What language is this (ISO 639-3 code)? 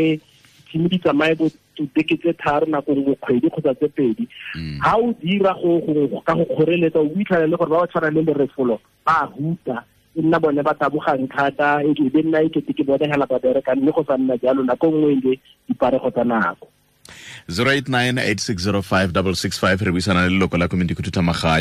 tsn